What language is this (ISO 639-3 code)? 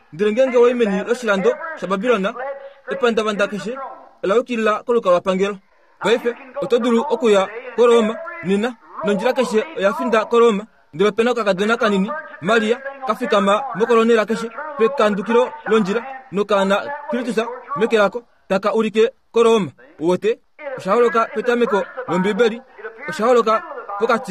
kua